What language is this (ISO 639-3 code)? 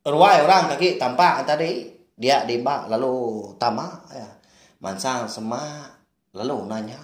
iba